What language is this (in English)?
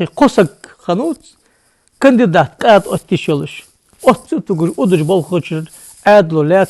Ingush